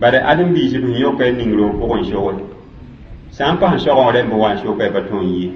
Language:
Mossi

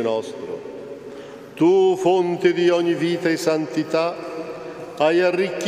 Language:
Italian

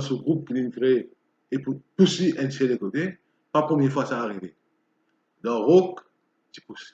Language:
Morisyen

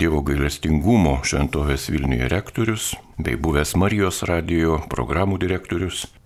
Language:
Lithuanian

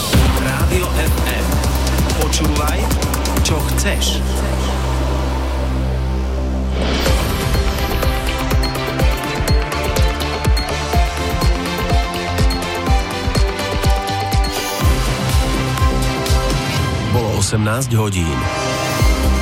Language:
Slovak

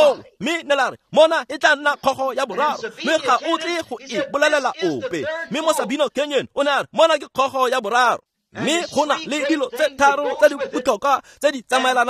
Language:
Tswana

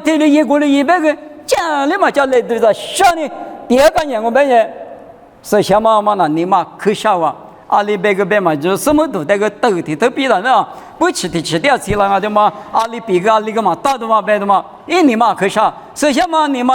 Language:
Lisu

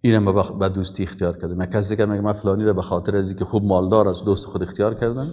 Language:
Persian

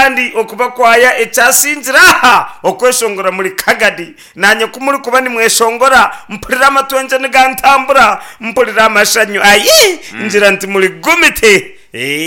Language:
Nyankole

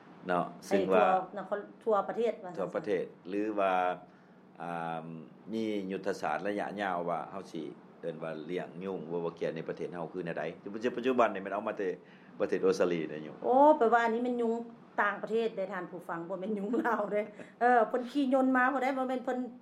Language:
Lao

